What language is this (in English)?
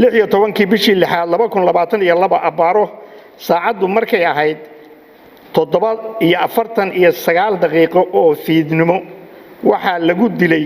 Somali